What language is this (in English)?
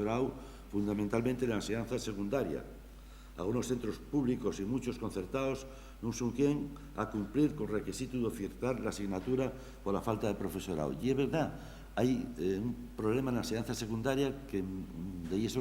Asturian